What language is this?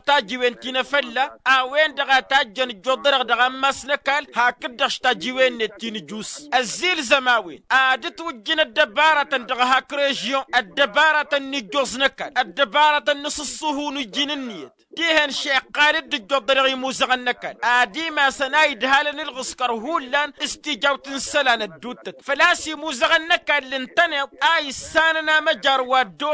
Tamasheq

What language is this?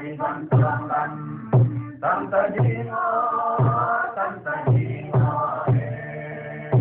Paite Chin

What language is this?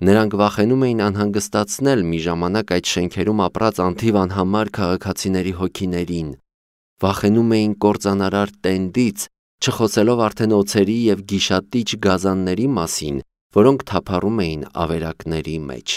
Armenian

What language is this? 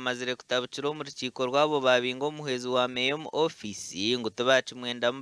Nyankole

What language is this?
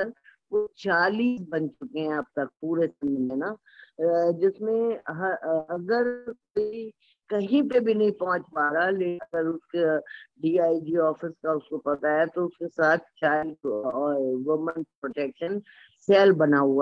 Urdu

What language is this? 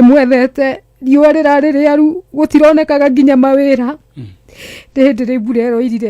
Kikuyu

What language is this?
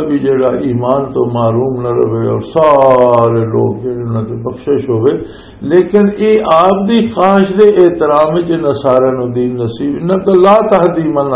Western Panjabi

